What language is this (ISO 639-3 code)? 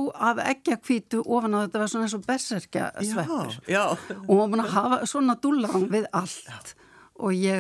isl